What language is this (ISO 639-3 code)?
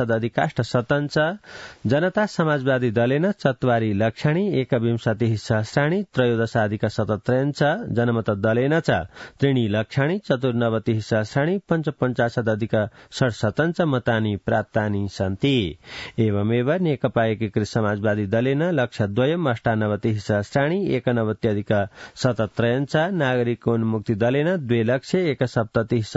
san